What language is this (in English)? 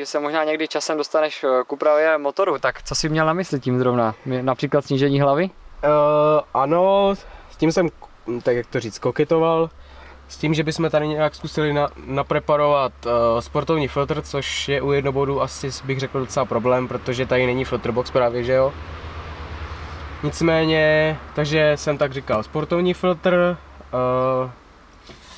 Czech